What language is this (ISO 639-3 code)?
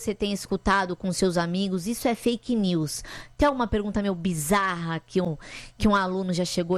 por